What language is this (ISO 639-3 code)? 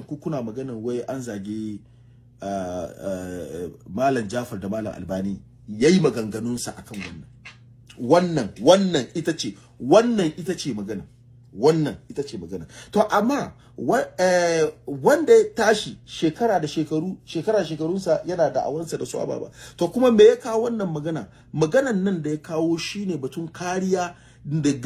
hau